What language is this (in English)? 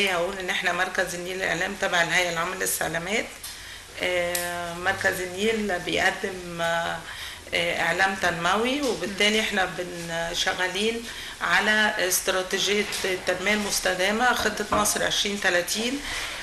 Egyptian Arabic